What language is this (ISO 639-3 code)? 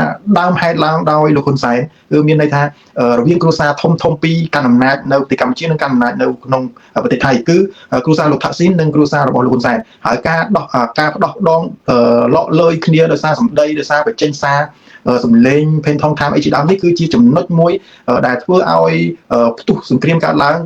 khm